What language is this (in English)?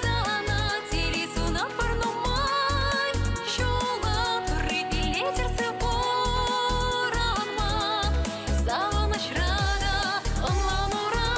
Chuvash